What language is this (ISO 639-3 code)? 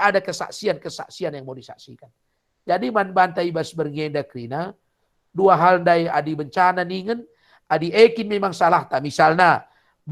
btx